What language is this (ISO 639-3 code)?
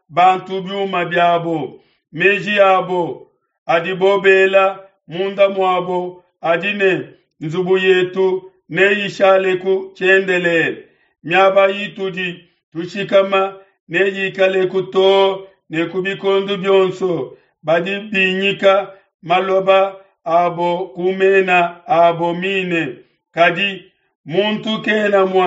lua